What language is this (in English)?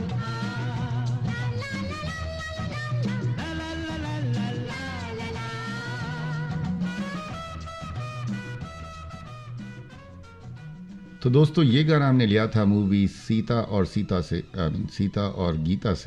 Hindi